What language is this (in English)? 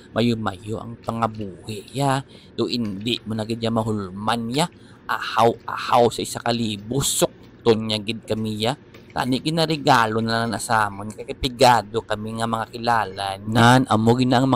Hiligaynon